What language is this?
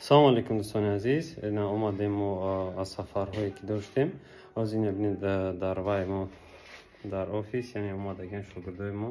Tajik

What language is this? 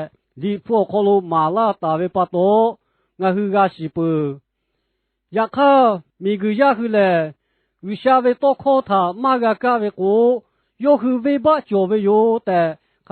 Lahu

